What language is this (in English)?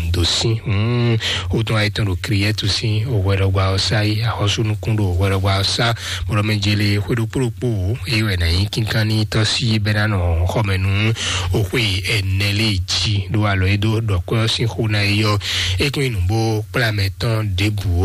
Fon